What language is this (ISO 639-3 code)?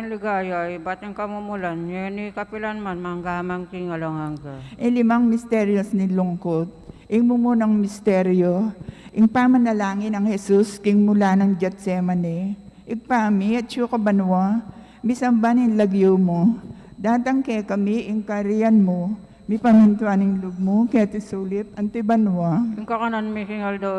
pam